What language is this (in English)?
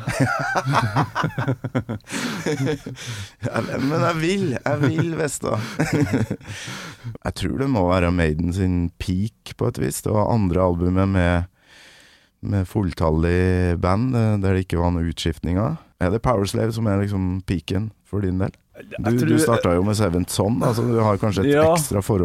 Norwegian